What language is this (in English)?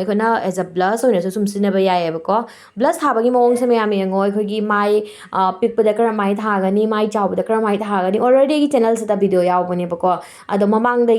Manipuri